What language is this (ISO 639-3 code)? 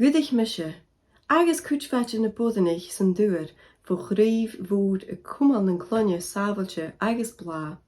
gla